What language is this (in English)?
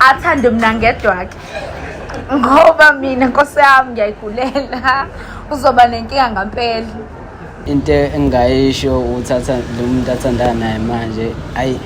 Zulu